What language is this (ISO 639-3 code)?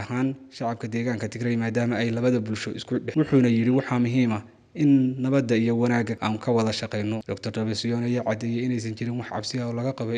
som